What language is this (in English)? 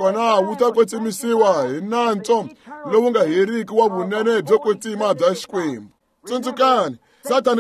Tsonga